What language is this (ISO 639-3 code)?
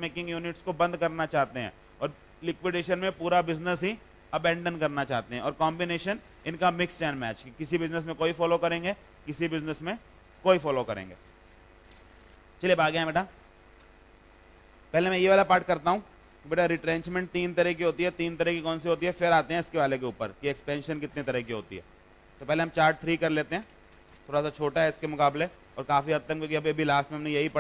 hin